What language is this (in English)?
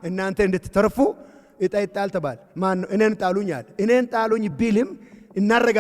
Amharic